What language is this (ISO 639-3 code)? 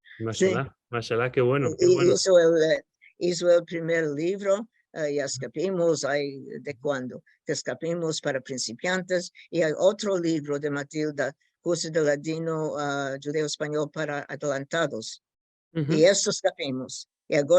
lad